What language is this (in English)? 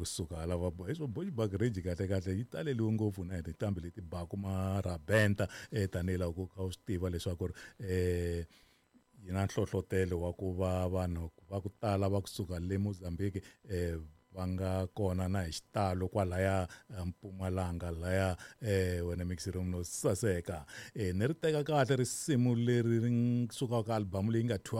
Tsonga